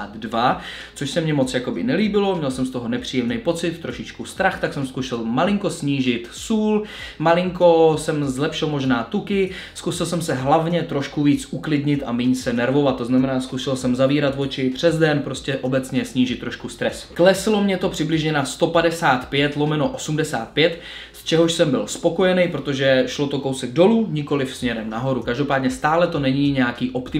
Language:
Czech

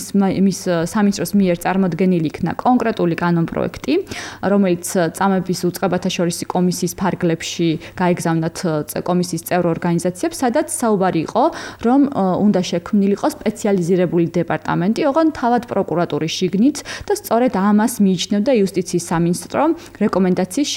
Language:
Georgian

